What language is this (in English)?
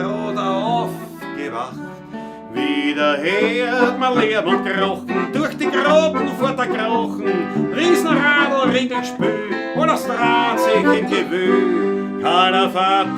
Bavarian